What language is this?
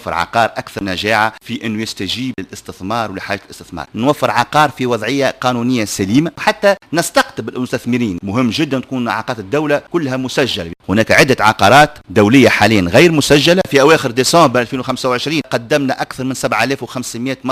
Tunisian Arabic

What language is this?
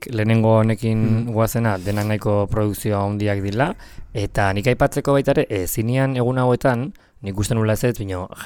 Basque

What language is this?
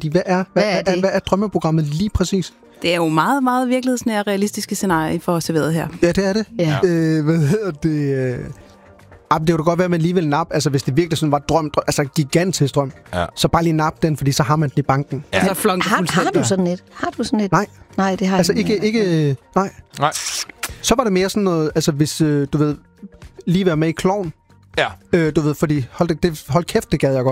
Danish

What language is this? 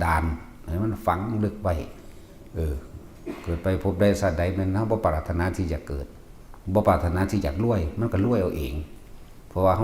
Northeastern Thai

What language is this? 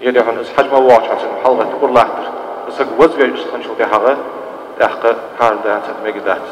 Ingush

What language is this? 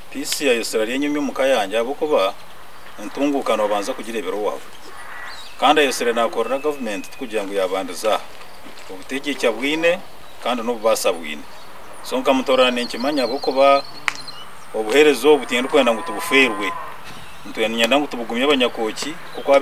Kinyarwanda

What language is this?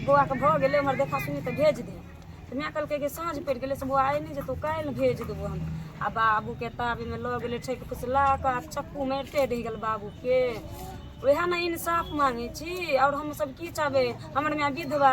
Maithili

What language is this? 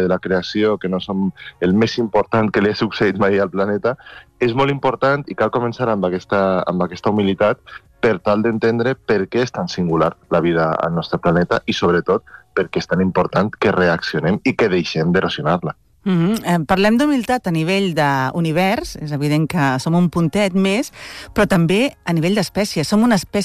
Catalan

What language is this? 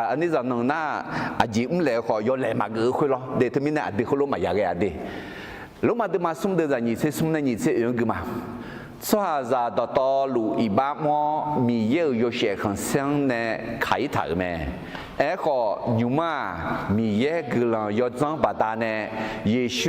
Akha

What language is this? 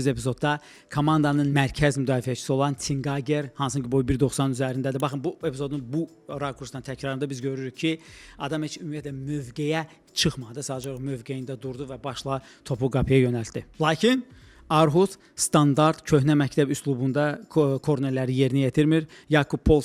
Azerbaijani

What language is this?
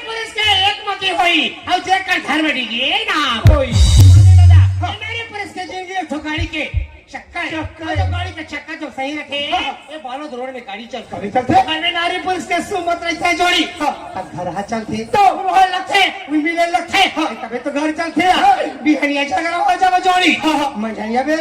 Chhattisgarhi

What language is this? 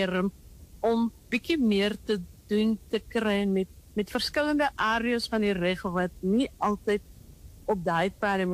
Afrikaans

